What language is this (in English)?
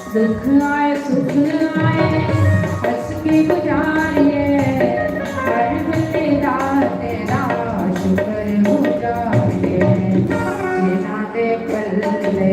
Dogri